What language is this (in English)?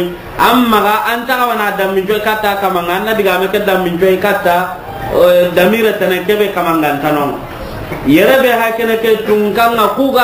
Soninke